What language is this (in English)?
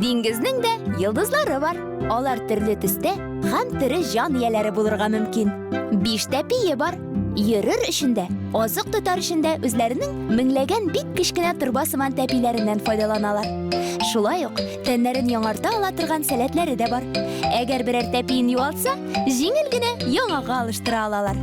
Tatar